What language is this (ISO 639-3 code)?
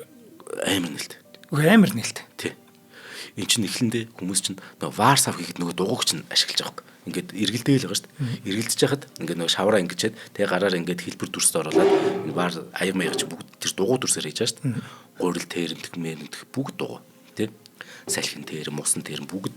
mon